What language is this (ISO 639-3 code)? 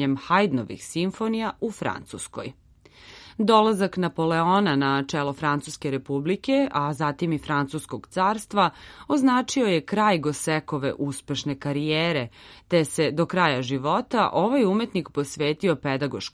srp